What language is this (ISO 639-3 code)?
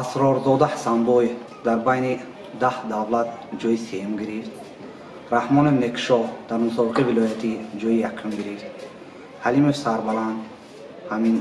tgk